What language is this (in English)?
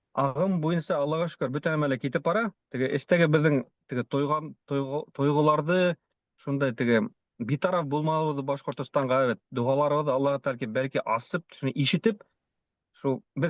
Bashkir